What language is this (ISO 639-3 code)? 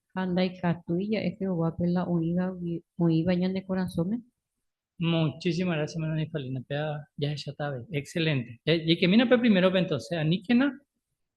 grn